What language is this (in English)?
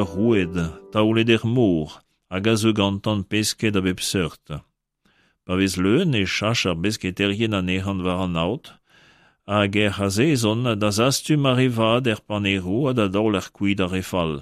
Breton